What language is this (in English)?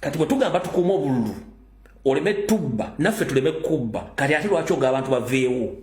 Ganda